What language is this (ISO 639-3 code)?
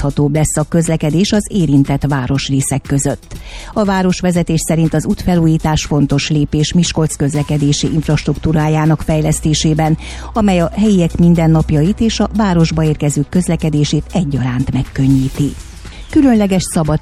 hun